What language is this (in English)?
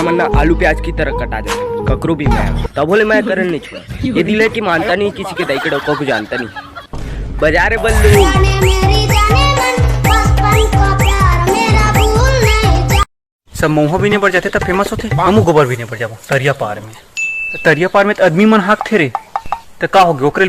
Chhattisgarhi